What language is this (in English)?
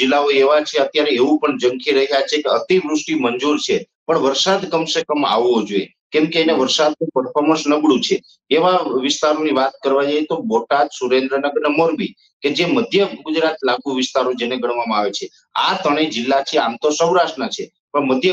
Gujarati